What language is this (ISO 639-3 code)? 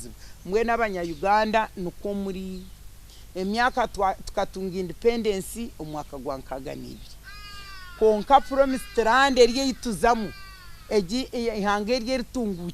nyn